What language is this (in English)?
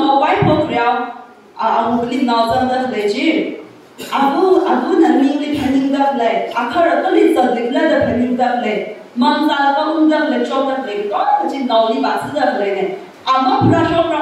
Tangkhul Naga (India)